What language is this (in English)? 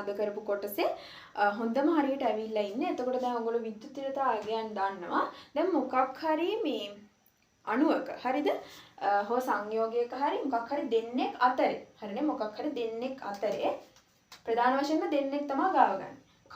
Sinhala